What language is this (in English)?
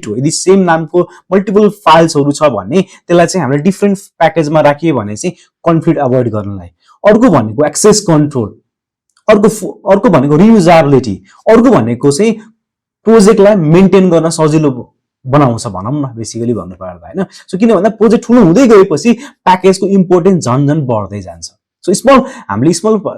Nepali